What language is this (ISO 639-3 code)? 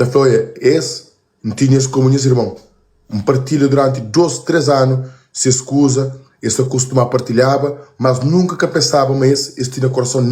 kea